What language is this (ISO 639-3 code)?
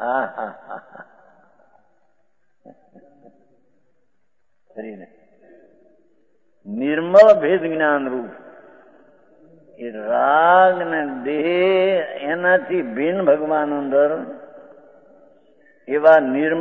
guj